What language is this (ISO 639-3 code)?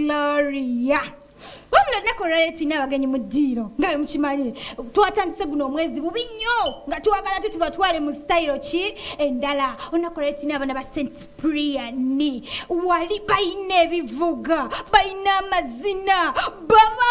lug